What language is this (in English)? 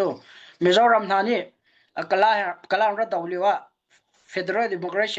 Hakha Chin